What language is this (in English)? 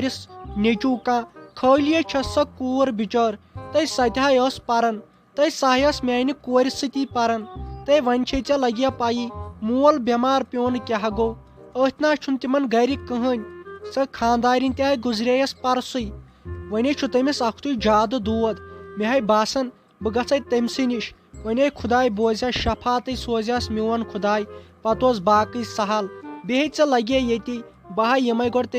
Kashmiri